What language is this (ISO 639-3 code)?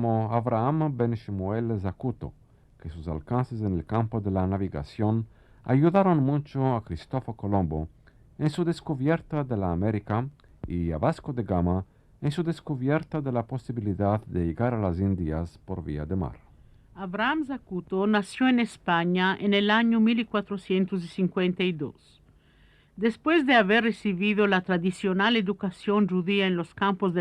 lad